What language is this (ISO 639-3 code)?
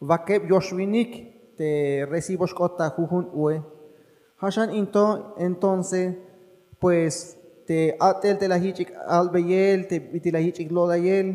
tzh